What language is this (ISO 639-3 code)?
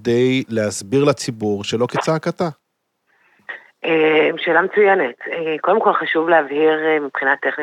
heb